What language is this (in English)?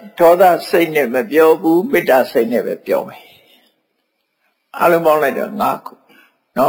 Burmese